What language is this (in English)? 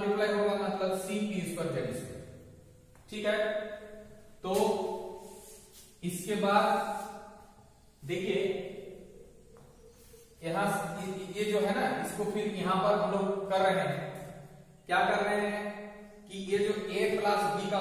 Hindi